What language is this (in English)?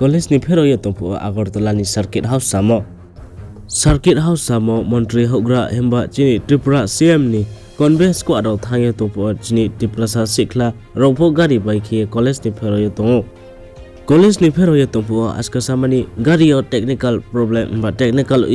Riang (India)